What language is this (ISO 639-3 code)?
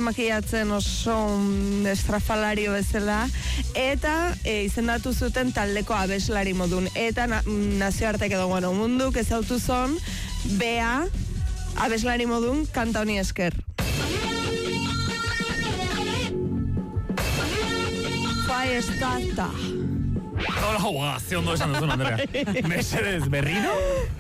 eus